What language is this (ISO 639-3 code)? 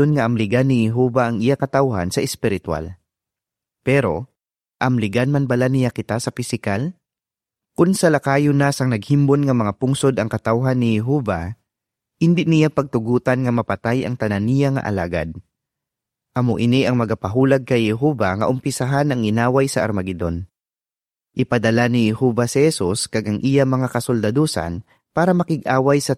hil